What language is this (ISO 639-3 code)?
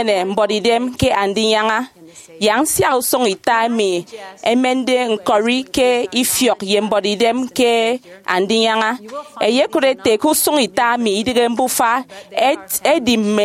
efi